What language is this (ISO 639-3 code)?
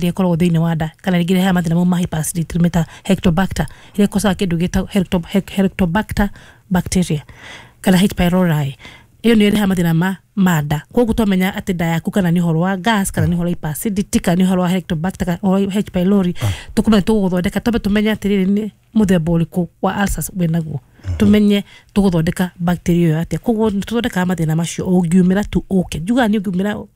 kik